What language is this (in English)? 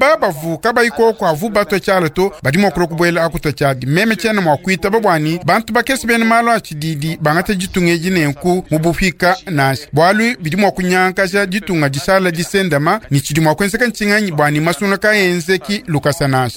Luba-Lulua